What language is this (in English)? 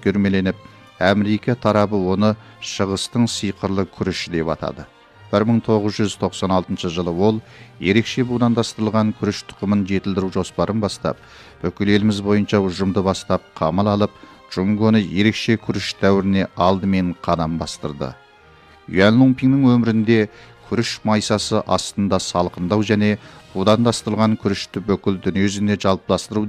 Kazakh